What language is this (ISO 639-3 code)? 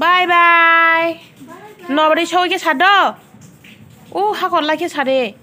trp